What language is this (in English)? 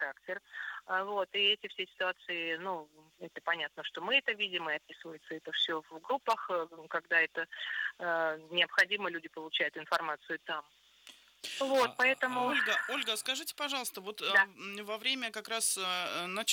Russian